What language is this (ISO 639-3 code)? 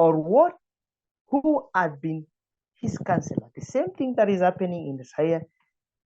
eng